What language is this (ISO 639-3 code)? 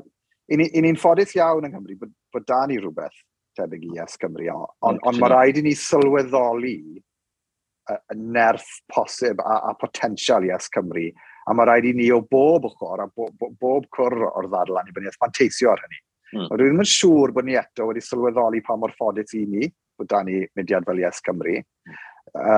cym